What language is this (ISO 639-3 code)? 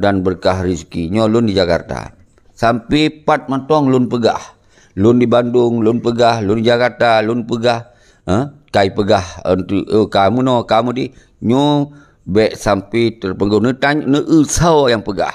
ace